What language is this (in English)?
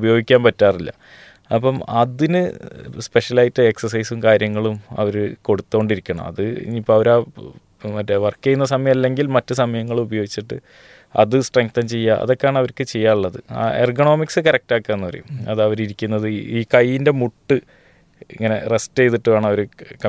Malayalam